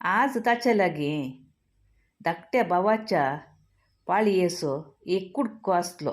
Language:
Konkani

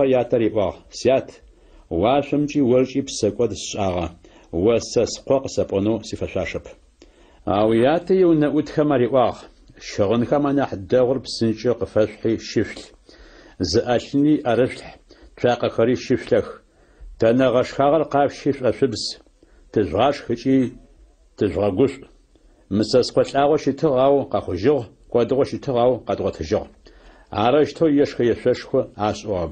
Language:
Adyghe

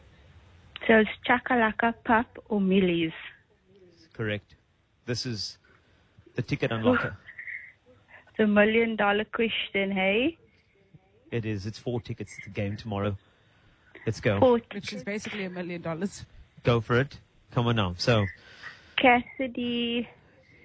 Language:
English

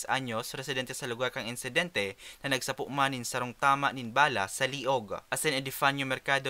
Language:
Bikol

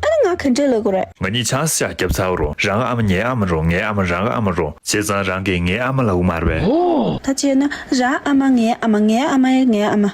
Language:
Tibetan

